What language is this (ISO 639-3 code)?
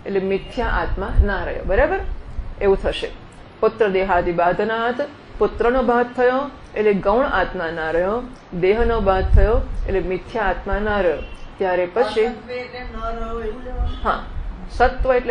guj